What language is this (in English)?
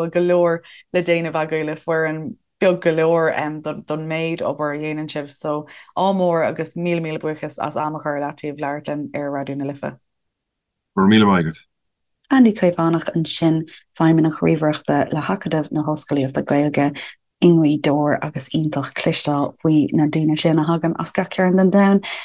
Irish